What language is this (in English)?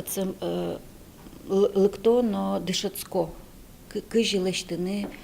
Udmurt